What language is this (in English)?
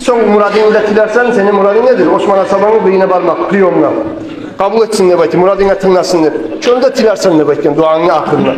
Kumyk